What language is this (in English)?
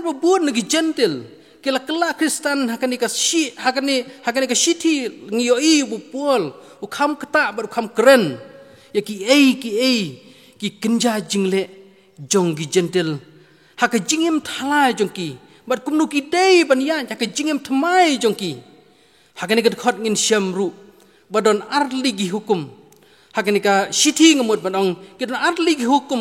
Khasi